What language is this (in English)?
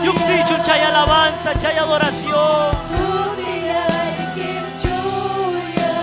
Ayacucho Quechua